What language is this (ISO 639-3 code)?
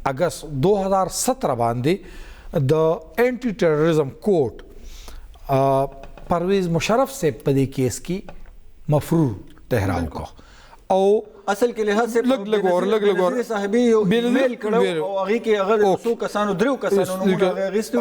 pus